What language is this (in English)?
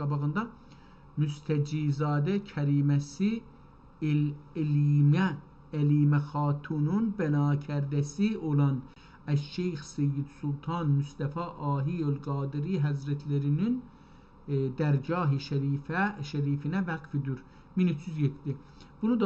South Azerbaijani